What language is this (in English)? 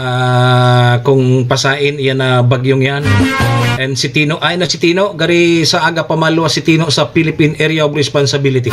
Bikol